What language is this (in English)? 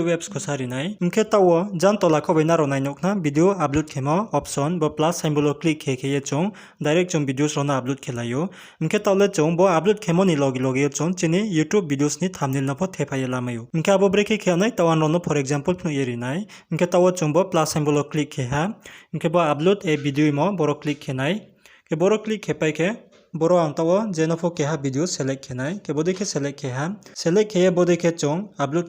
Riang (India)